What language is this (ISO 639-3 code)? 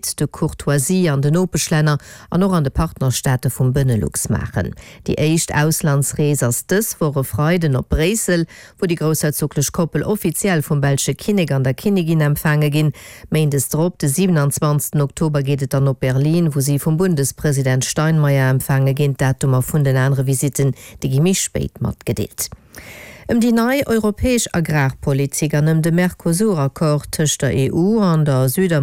ltz